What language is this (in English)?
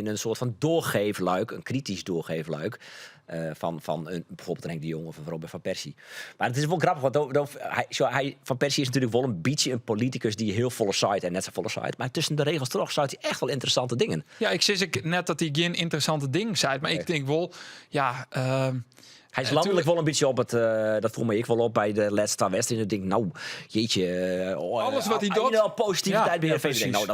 Western Frisian